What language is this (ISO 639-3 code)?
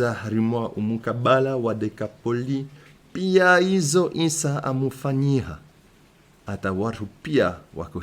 swb